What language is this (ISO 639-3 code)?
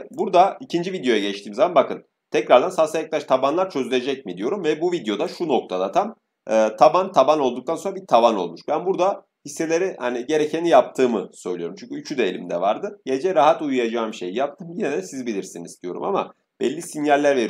tur